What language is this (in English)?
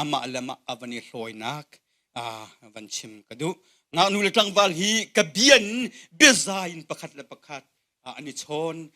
Hakha Chin